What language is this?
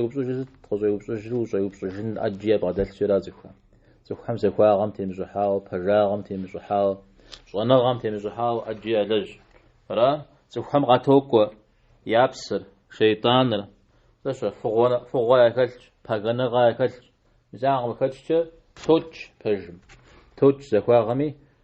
Kabardian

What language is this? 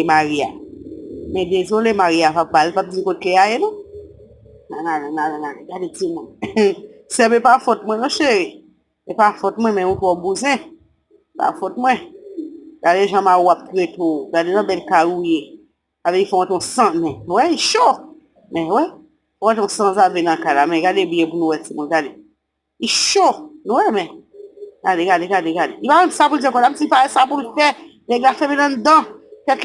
Haitian Creole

